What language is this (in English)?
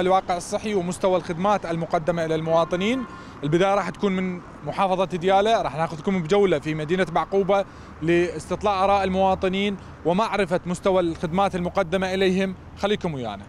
Mesopotamian Arabic